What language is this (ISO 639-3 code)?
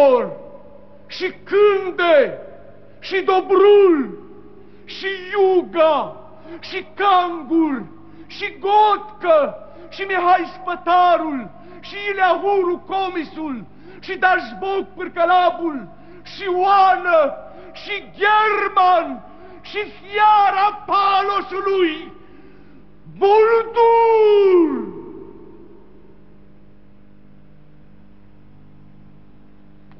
ron